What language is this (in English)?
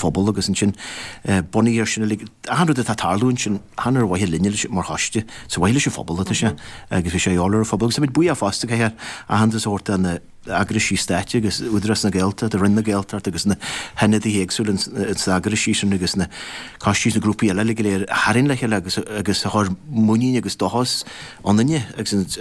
Irish